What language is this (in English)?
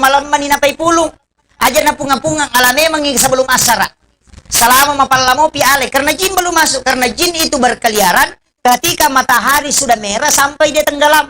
Buginese